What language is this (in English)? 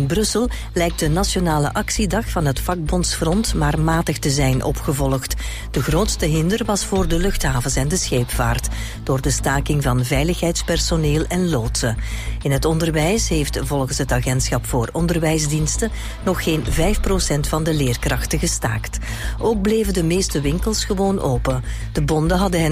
Dutch